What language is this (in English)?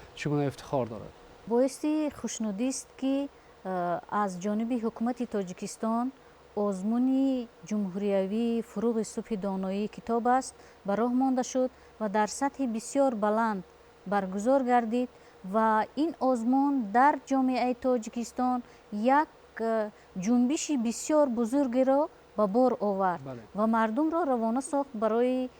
Tajik